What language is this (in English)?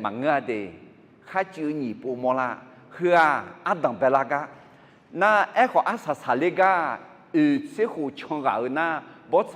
Akha